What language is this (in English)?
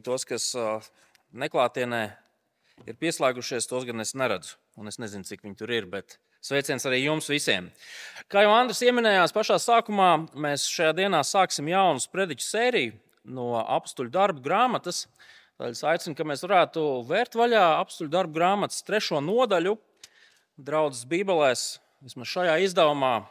Latvian